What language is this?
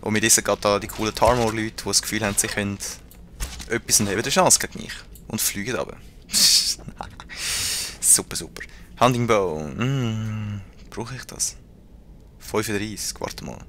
Swiss German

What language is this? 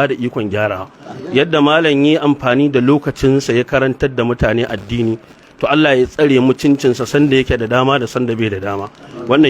Hausa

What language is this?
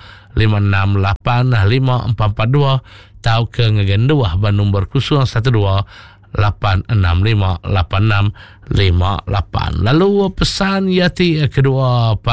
Iban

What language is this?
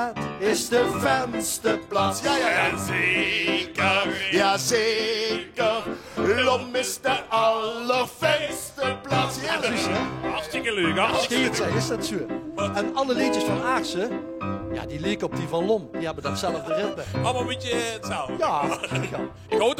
Limburgish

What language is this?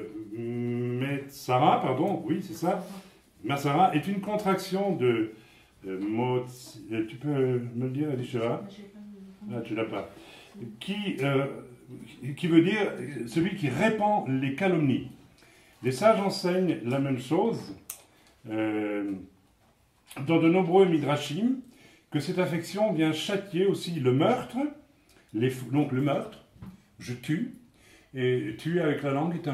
French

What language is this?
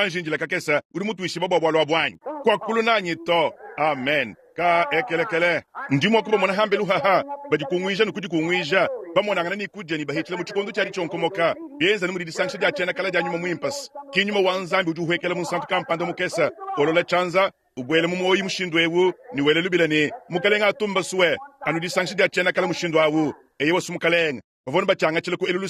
Luba-Lulua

